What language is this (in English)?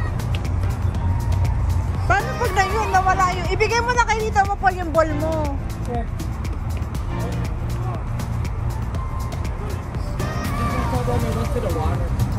Filipino